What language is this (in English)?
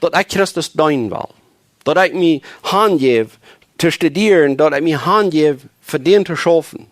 Plautdietsch